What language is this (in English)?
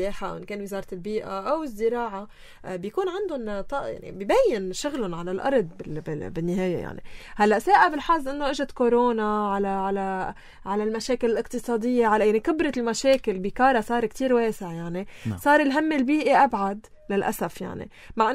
North Levantine Arabic